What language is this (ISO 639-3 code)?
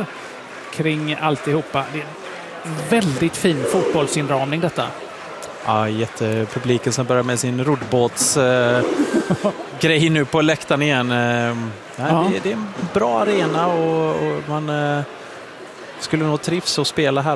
swe